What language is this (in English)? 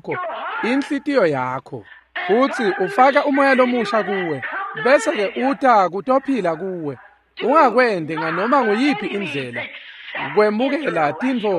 Swati